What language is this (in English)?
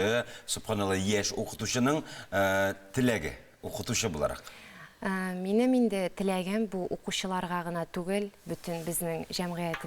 Tatar